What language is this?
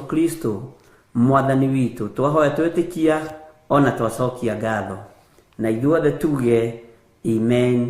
Kikuyu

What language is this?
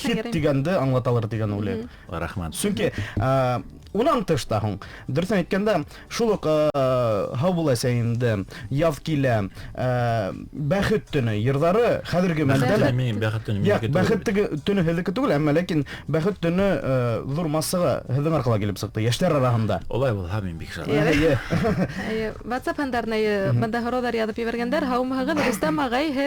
Bashkir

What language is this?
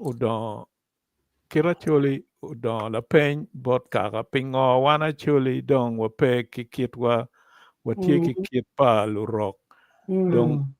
Acoli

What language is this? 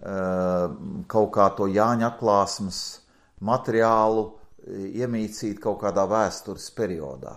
Latvian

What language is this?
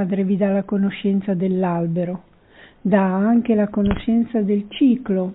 Italian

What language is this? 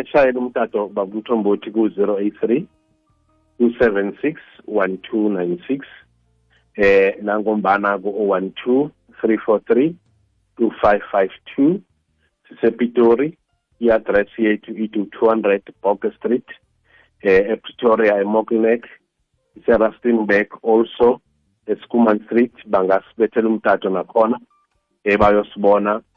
South Ndebele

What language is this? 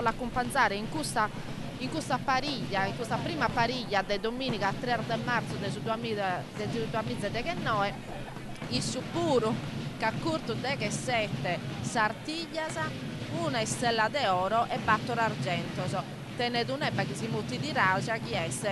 Sardinian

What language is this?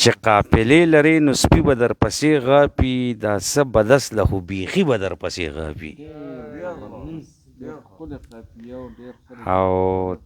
Pashto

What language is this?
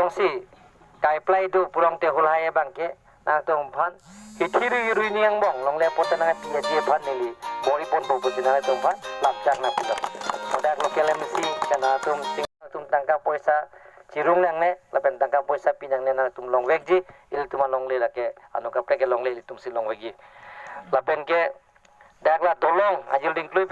Karbi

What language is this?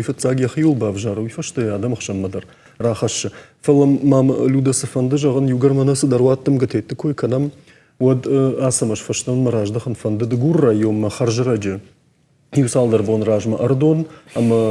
Ossetic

